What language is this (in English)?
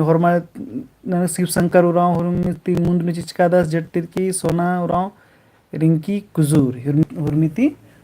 Kurukh